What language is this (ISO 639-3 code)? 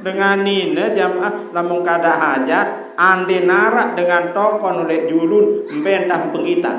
sas